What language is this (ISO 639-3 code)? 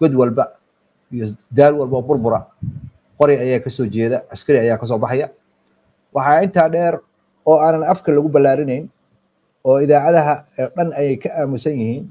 som